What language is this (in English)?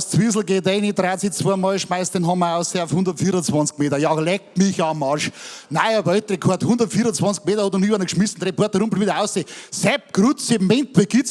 Bavarian